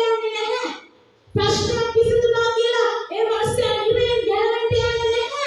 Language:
Sinhala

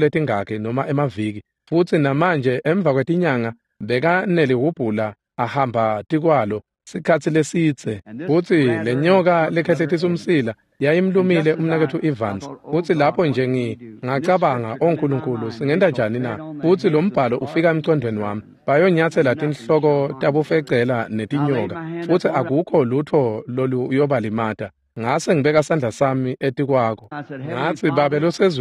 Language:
Swati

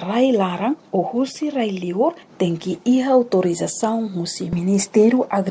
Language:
Tetum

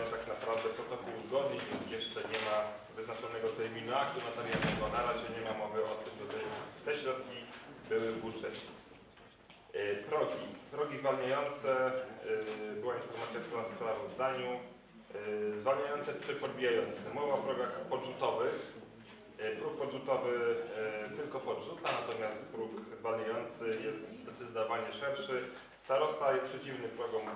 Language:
Polish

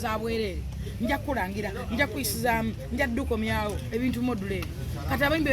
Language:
Ganda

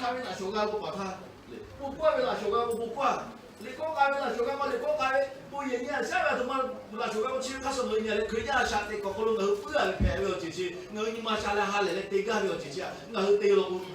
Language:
Lahu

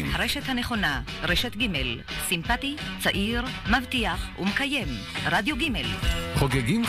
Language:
Hebrew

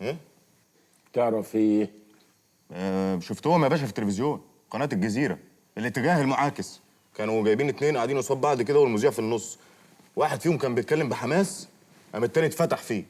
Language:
Egyptian Arabic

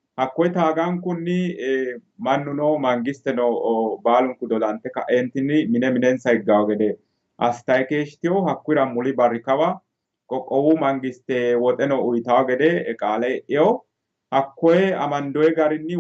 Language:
Sidamo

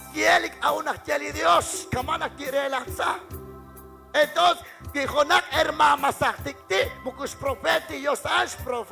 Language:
Kekchí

